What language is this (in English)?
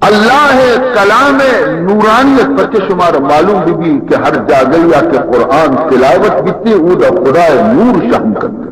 Baluchi